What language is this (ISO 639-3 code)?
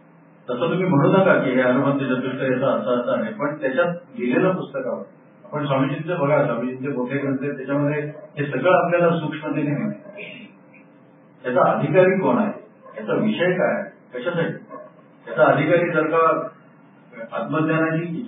mar